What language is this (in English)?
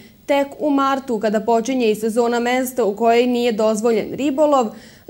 Serbian